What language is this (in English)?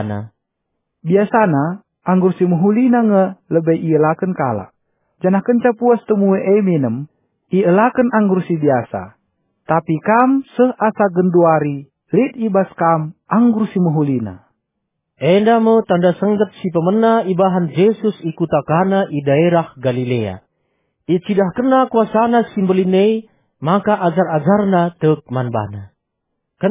Batak Karo